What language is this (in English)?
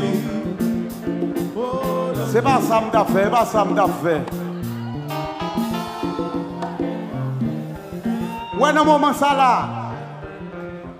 French